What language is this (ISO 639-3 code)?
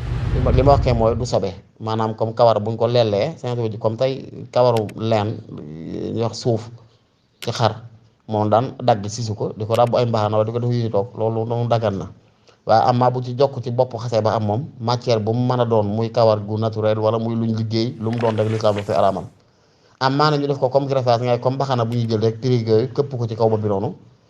wol